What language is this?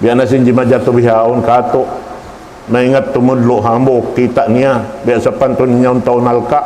Tausug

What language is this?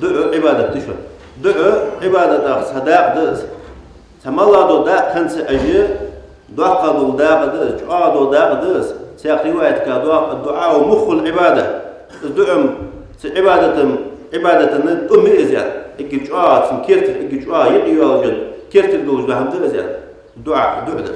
Ingush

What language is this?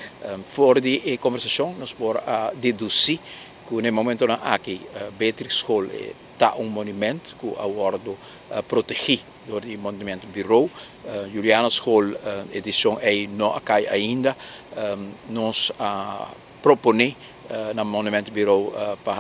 Papiamento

